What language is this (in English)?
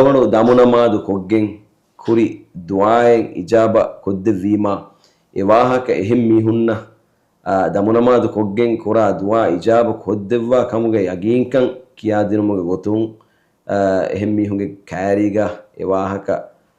Divehi